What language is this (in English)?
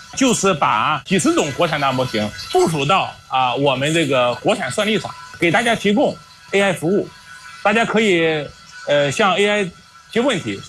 Chinese